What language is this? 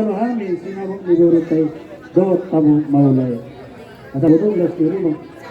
Batak Toba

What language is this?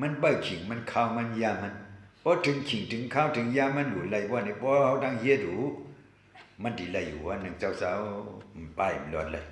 Shan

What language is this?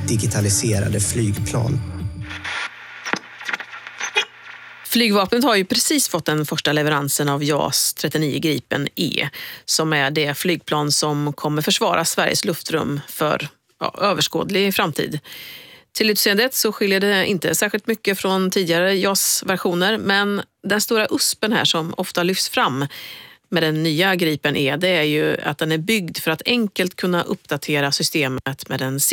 Swedish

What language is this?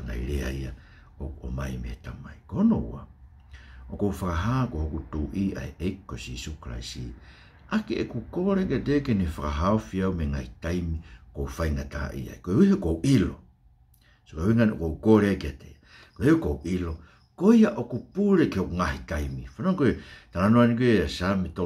Tongan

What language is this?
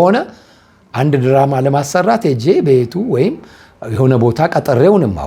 Amharic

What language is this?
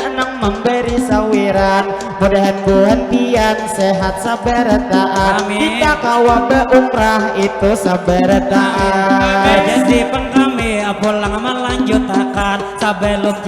Banjar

